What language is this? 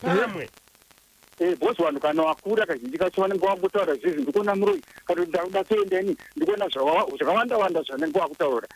Shona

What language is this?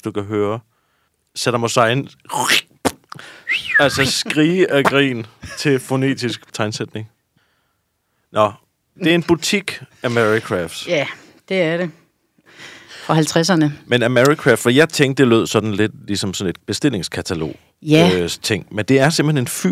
Danish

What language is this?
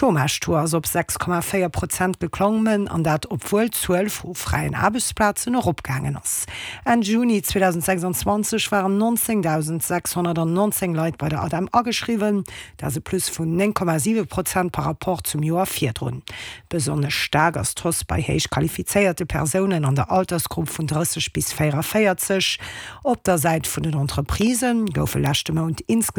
Luxembourgish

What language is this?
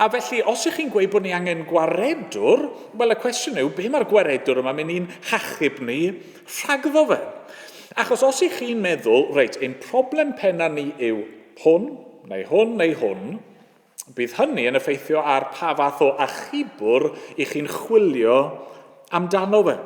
Welsh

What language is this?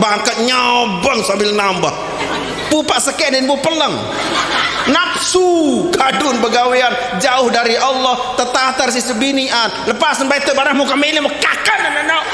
Sasak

